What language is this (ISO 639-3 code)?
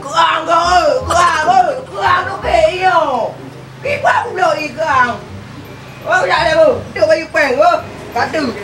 ace